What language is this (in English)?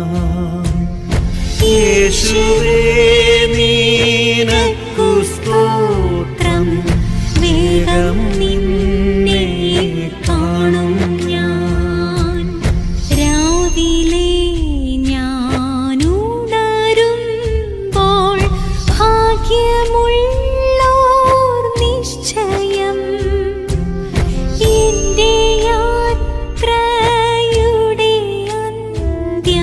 Malayalam